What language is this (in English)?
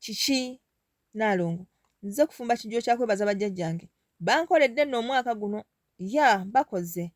Ganda